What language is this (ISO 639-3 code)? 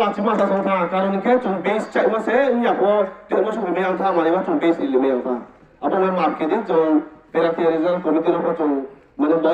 trp